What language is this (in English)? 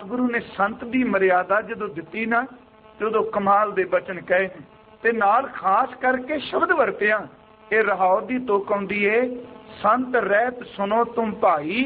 Punjabi